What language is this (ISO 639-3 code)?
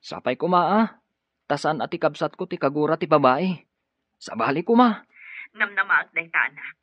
ilo